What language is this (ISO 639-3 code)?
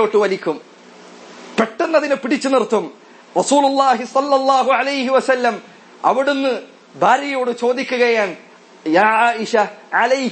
mal